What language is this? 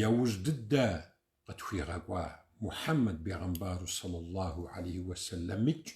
Kabardian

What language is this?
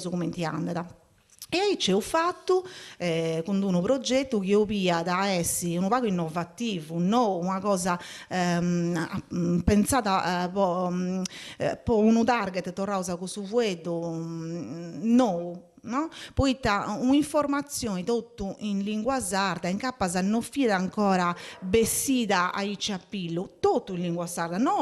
Sardinian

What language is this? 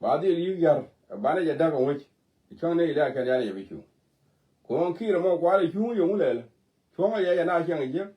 Nuer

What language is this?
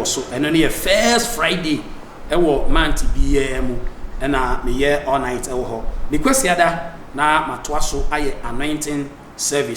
Akan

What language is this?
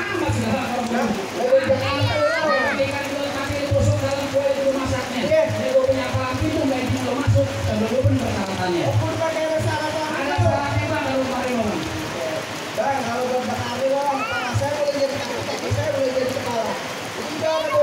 Betawi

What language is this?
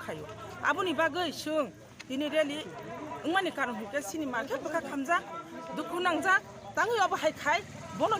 Kok Borok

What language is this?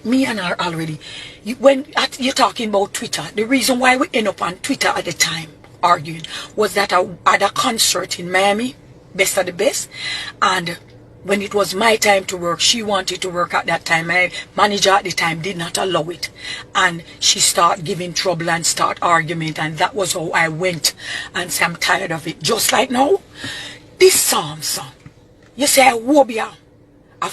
Jamaican Creole English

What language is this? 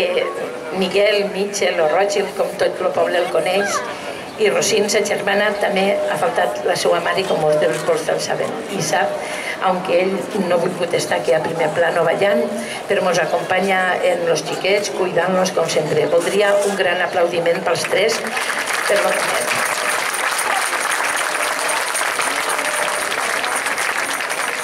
Catalan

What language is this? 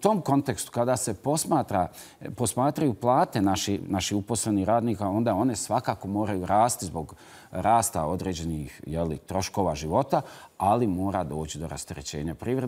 Bosnian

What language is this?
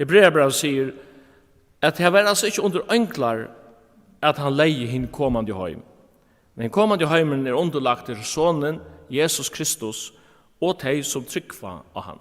Faroese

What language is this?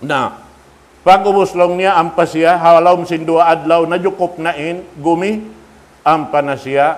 Tausug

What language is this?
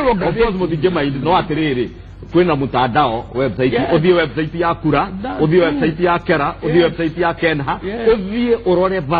Kikuyu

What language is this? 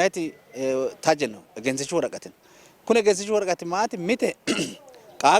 Sidamo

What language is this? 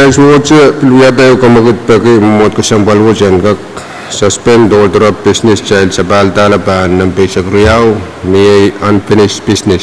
Pohnpeian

